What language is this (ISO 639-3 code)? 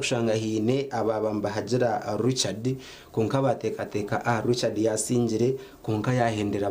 nyn